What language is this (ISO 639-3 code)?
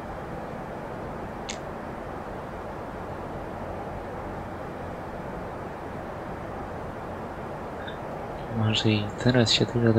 pol